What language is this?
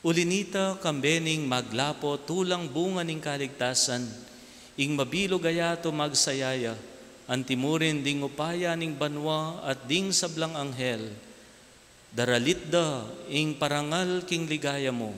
Pampanga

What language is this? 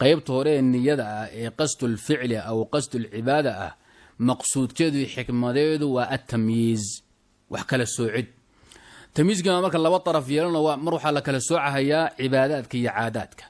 Somali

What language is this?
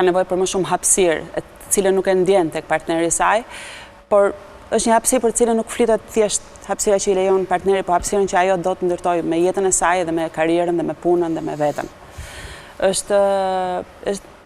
Albanian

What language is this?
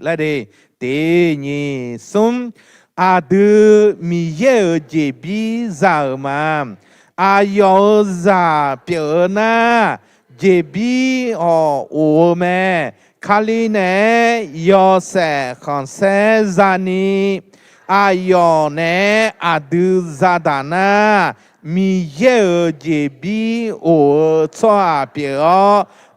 Akha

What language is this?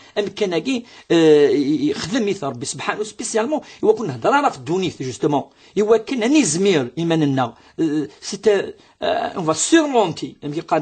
Kabyle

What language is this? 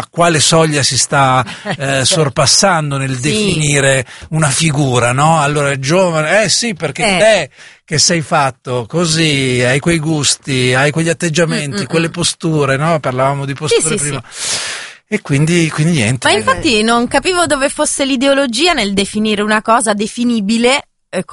Italian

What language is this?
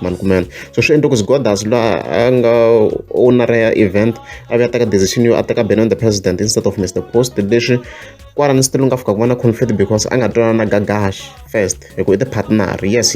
Tsonga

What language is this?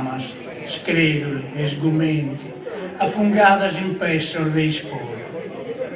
Sardinian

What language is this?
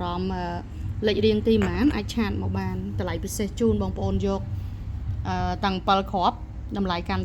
Khmer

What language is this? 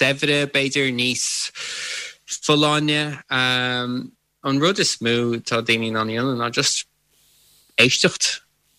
Irish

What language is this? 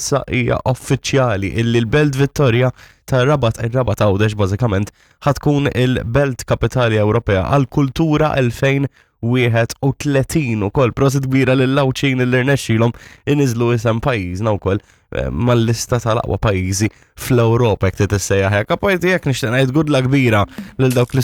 Maltese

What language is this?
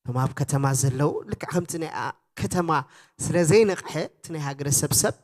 Tigrinya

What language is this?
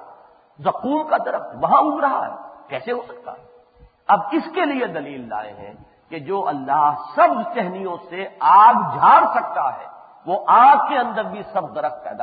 Urdu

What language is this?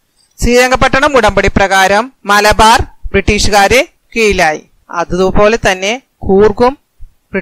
Malayalam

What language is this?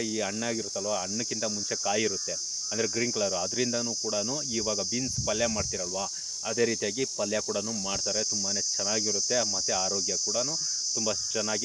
Kannada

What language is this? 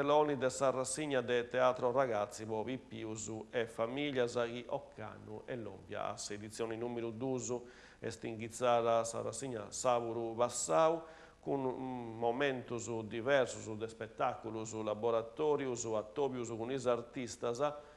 Sardinian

